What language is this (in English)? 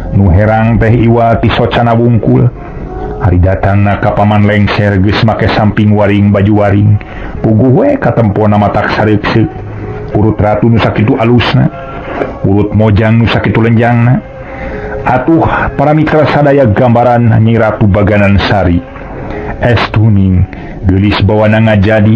Sundanese